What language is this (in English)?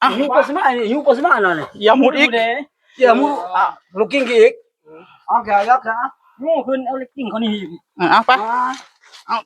Northeastern Thai